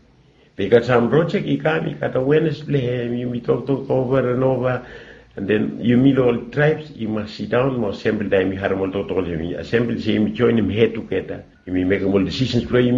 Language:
Bislama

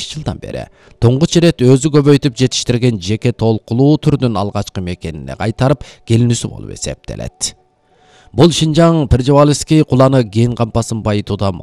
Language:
Kyrgyz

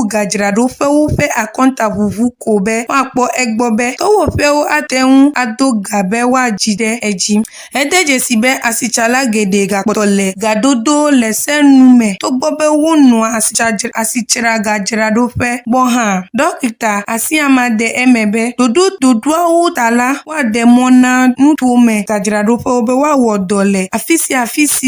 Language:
Ewe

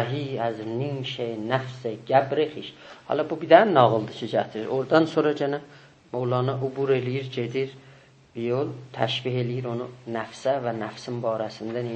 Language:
South Azerbaijani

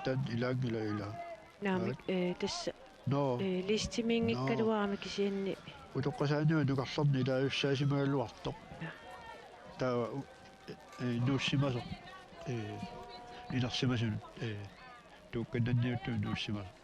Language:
Kalaallisut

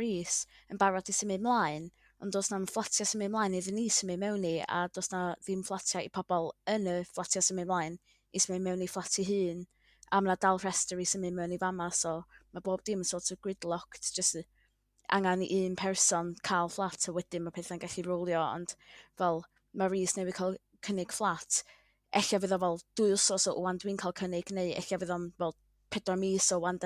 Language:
Welsh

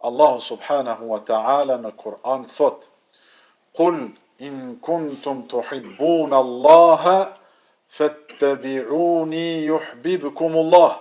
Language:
Albanian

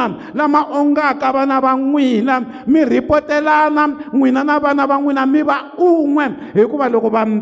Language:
Tsonga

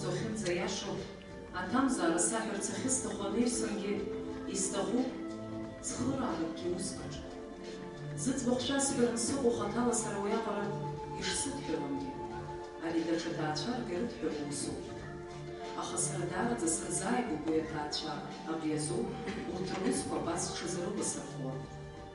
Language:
Abkhazian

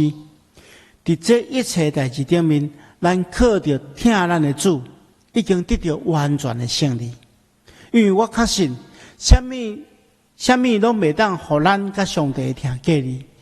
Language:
Min Nan Chinese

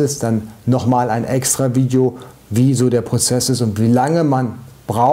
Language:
German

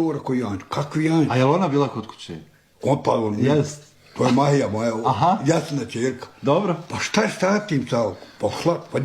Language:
Bosnian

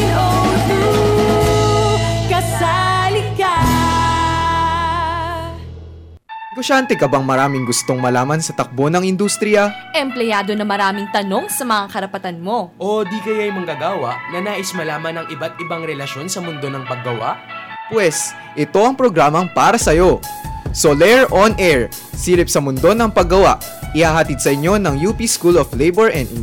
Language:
Filipino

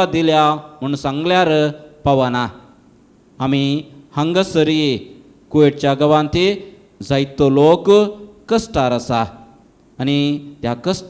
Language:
Konkani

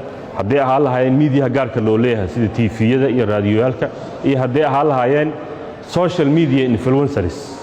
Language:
Somali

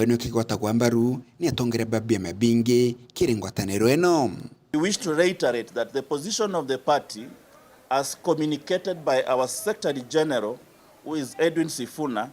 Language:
Meru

